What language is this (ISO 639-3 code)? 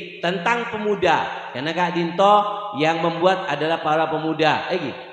mad